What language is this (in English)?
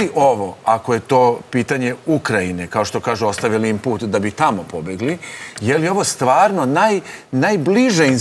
Serbian